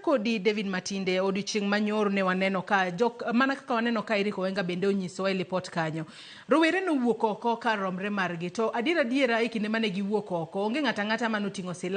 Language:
Luo (Kenya and Tanzania)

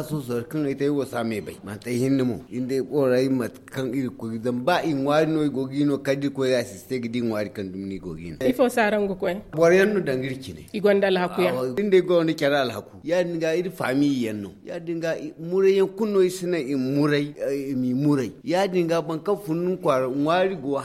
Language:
Zarma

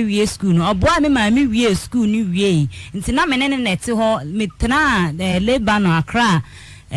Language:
Akan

